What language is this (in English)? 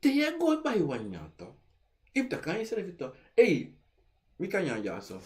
Sranan Tongo